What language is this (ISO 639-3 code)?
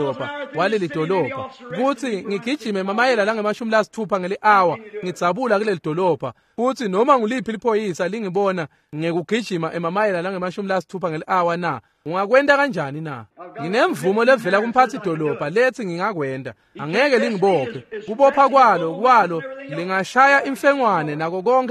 ssw